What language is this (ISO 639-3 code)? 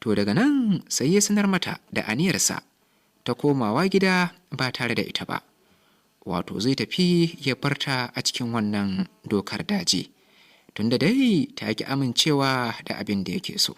hau